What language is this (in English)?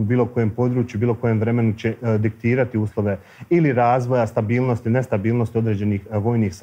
Bosnian